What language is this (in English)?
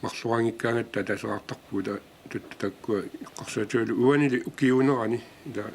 Kalaallisut